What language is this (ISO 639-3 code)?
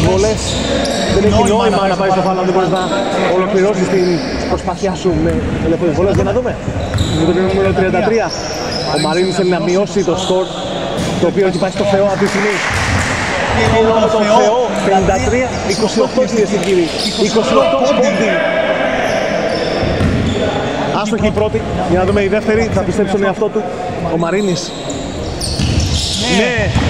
ell